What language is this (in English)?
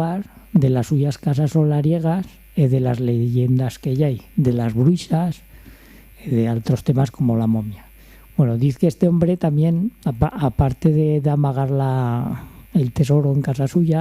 Aragonese